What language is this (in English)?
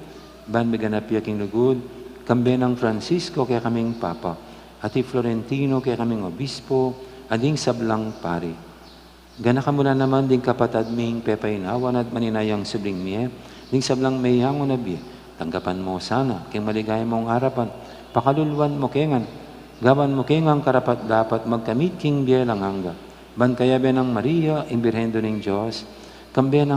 Pampanga